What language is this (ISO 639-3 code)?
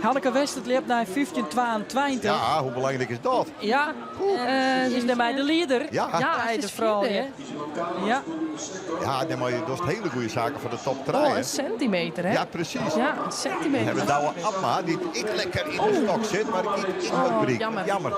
fry